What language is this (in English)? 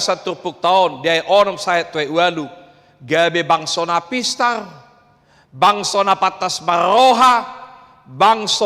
Batak Toba